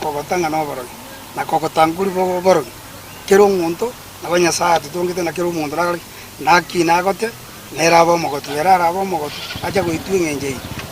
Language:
Gusii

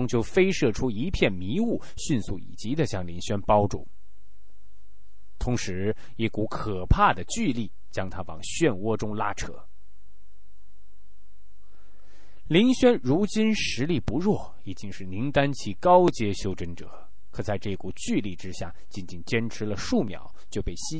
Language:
Chinese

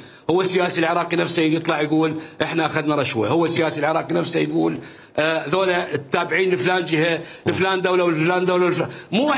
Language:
Mesopotamian Arabic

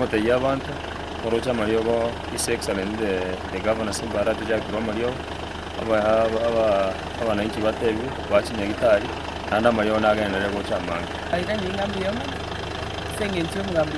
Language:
Gusii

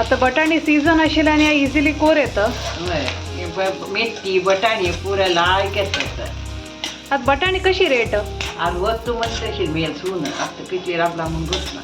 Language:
Konkani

